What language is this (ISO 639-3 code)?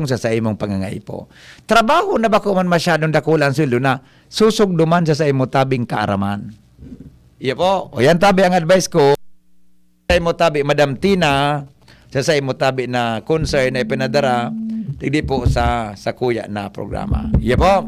bik